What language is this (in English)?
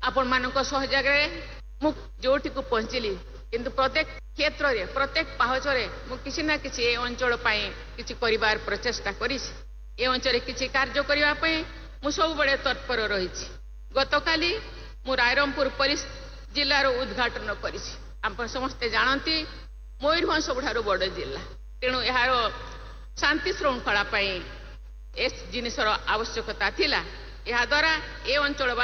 Odia